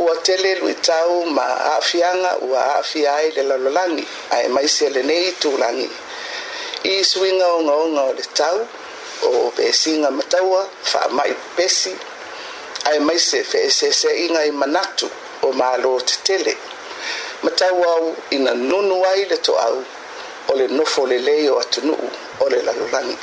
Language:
Samoan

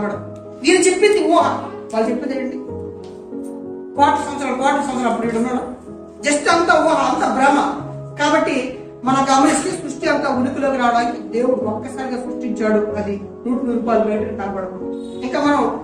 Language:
Telugu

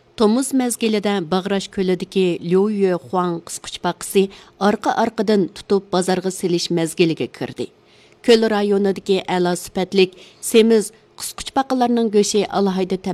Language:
Uyghur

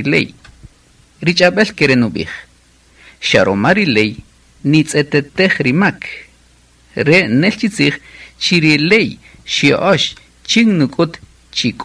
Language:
Kaqchikel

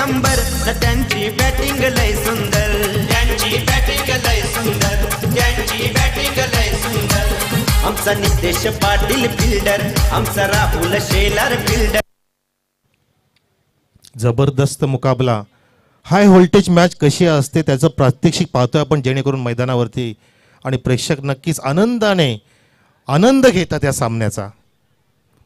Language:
Marathi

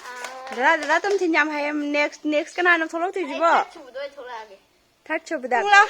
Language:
Manipuri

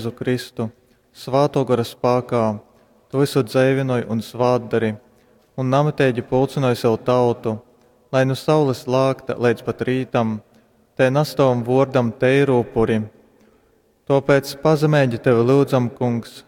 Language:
Latgalian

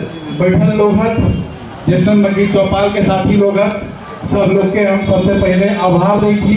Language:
Magahi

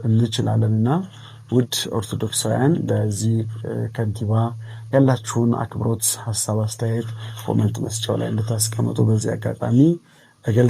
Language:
Amharic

